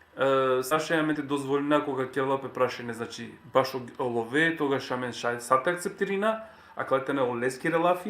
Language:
Balkan Romani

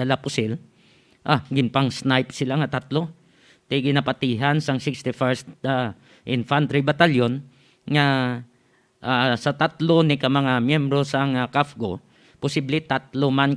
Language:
Hiligaynon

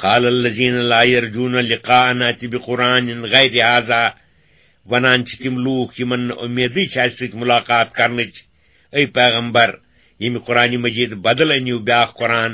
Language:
Kashmiri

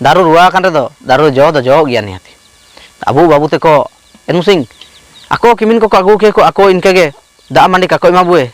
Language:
Ho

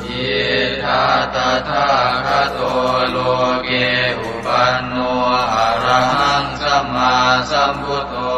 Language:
Pali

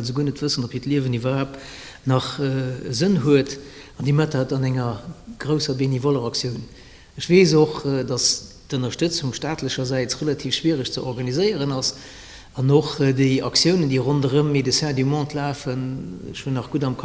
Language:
Luxembourgish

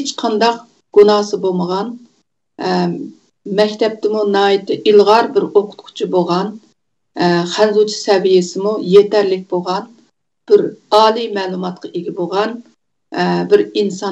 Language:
Uyghur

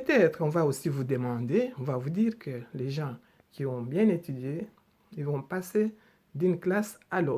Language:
Luba-Lulua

